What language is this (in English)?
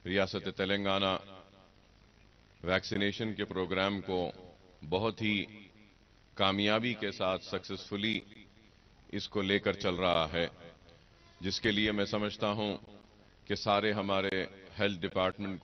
Urdu